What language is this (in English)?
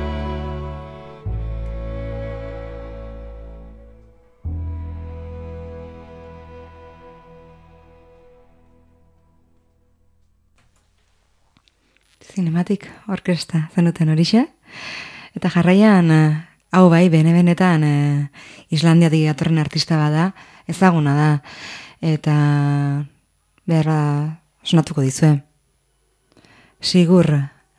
Basque